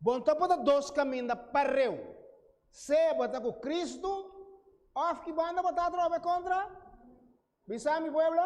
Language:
Papiamento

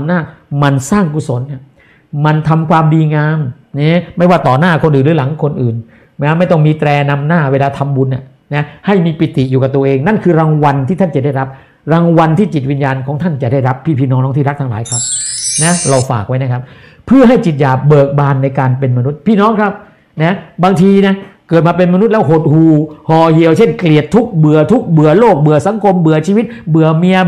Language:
Thai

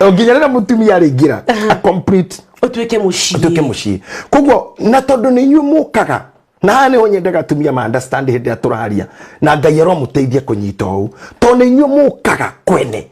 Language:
Kikuyu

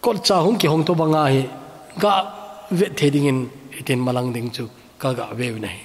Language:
Thado Chin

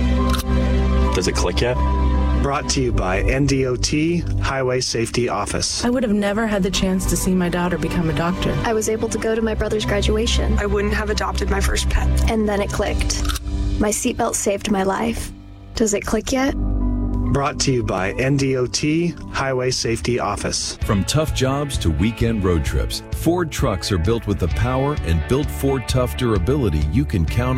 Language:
English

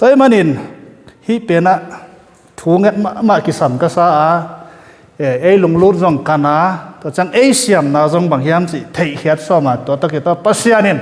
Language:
Tedim Chin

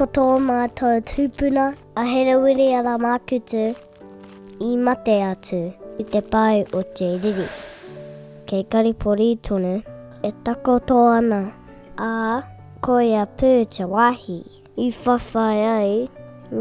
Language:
Māori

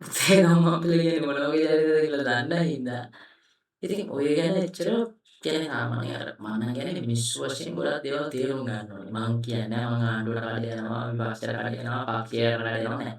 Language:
Sinhala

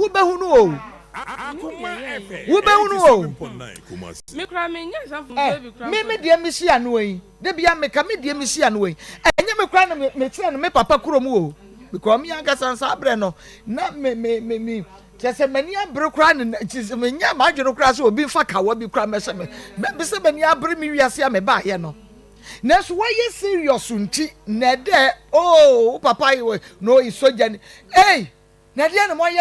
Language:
Akan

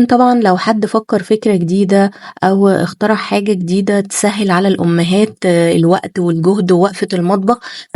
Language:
Egyptian Arabic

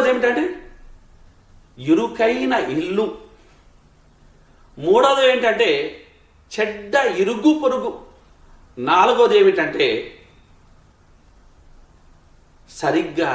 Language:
Telugu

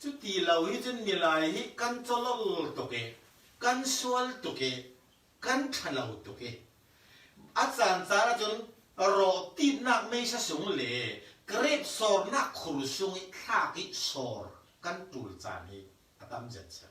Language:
Falam Chin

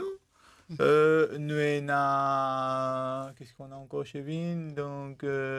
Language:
Morisyen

